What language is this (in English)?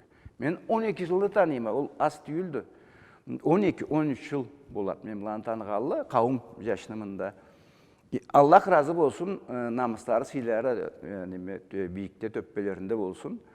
Karachay-Balkar